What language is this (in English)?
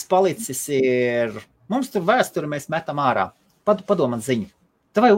Latvian